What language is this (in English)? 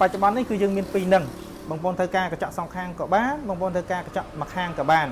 Khmer